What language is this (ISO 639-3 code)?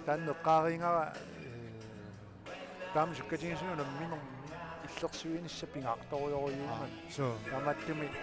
kal